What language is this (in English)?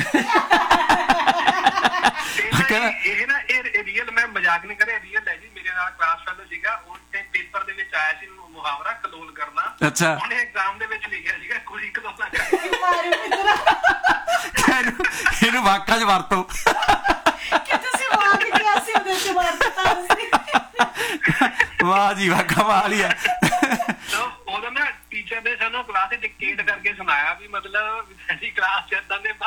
Punjabi